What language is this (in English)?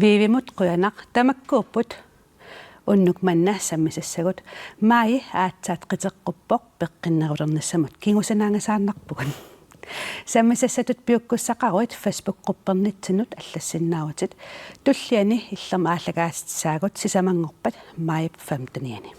Kalaallisut